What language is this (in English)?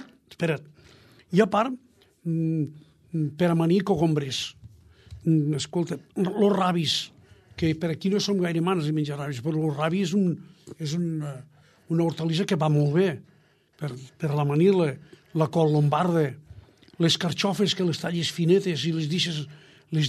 Catalan